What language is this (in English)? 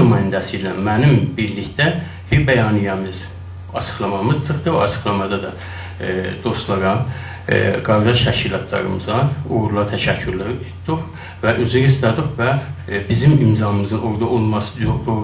South Azerbaijani